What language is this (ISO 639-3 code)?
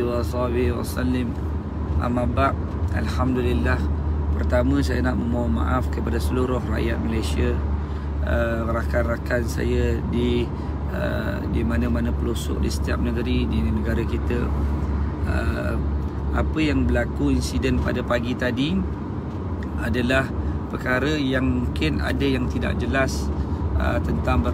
msa